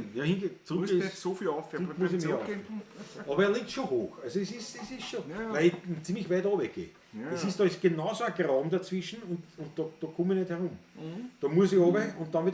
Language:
Bavarian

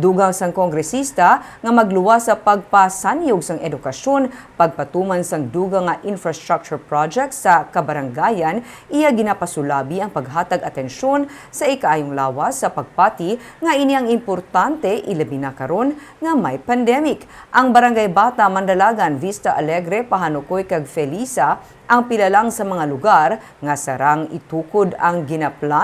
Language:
Hiligaynon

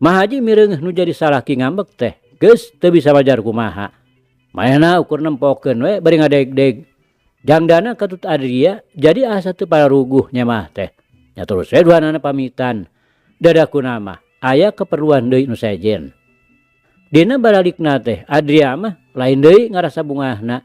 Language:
Sundanese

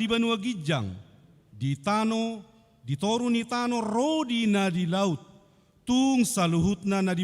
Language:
Batak Toba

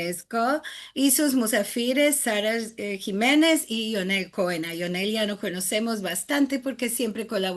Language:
Ladino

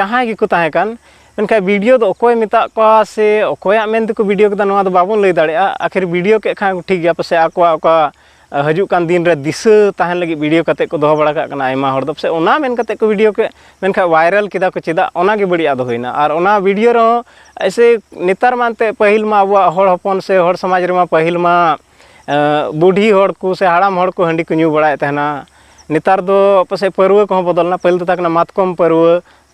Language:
Santali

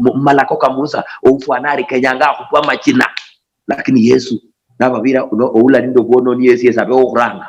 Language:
Luyia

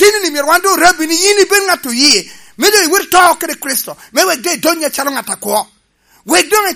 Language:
Lango (Uganda)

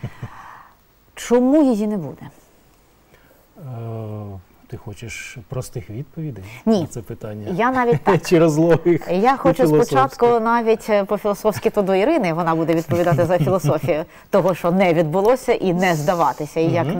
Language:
Ukrainian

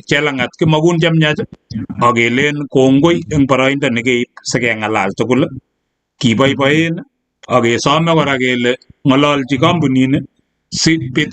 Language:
Kalenjin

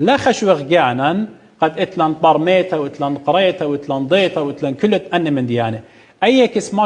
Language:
Assyrian Neo-Aramaic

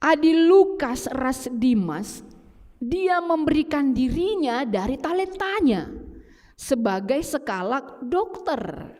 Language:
Batak Karo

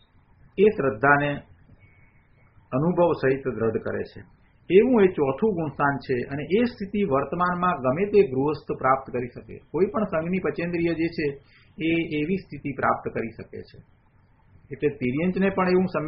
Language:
Gujarati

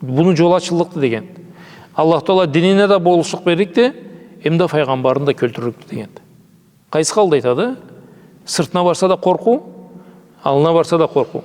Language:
Karachay-Balkar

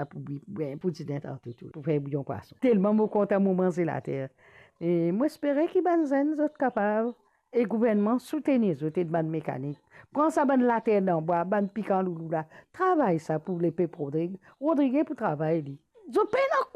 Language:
Morisyen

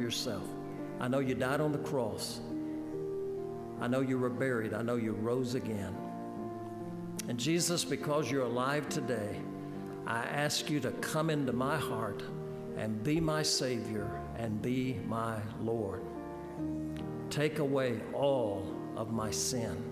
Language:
English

